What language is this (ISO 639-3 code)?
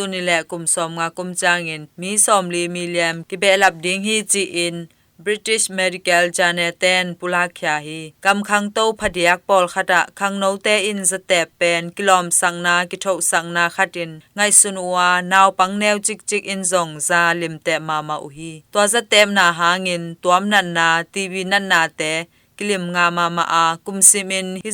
ctd